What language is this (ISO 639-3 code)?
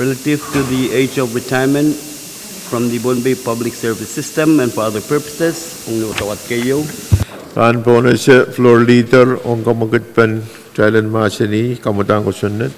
pon